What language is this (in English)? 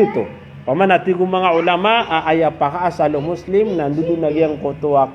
Maranao